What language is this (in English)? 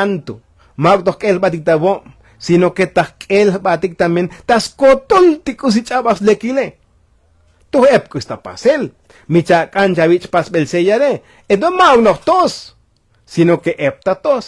Tzotzil